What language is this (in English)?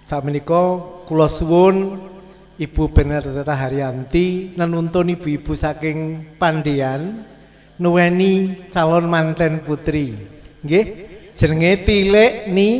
Javanese